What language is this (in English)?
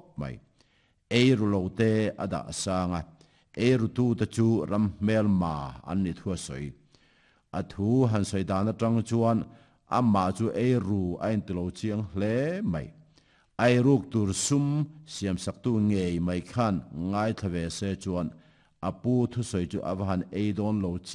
Mizo